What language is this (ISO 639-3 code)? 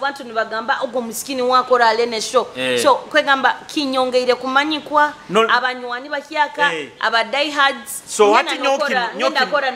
nyo